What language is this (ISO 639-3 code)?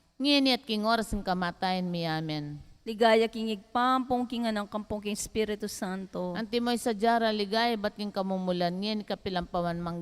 pam